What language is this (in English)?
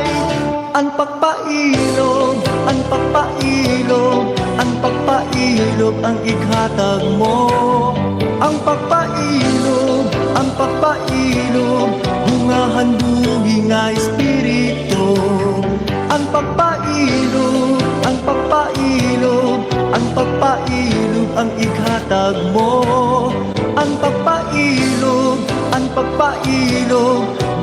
Waray